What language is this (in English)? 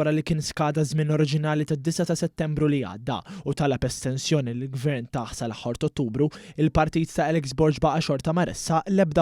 Maltese